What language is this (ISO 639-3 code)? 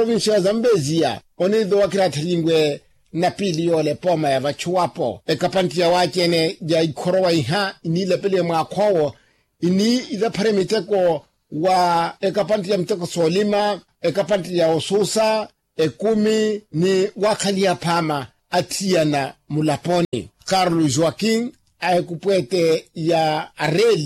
vmw